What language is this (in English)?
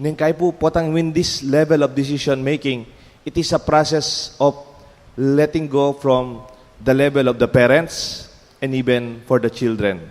Pampanga